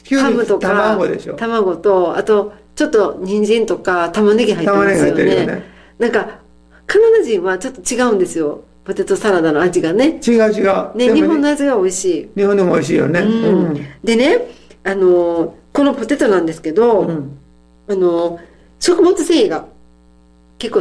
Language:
Japanese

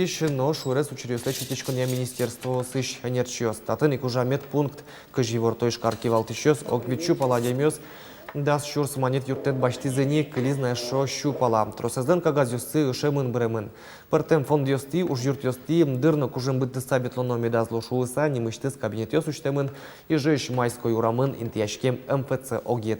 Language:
Udmurt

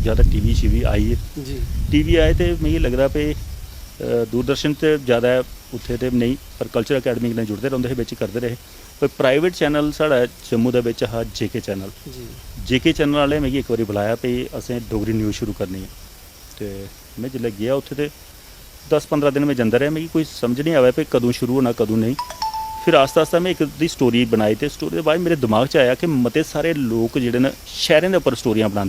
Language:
Dogri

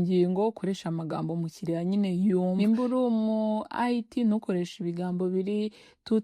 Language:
Kinyarwanda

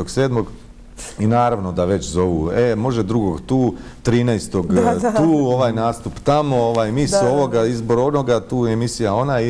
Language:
Bosnian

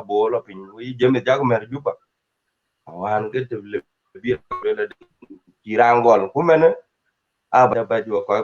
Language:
Dinka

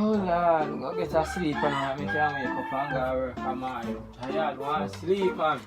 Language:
Jamaican Creole English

